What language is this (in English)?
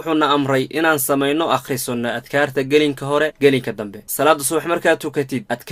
Somali